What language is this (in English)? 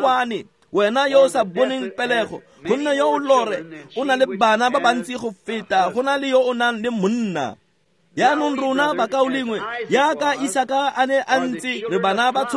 Tswana